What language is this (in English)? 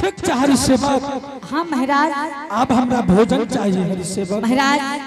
Angika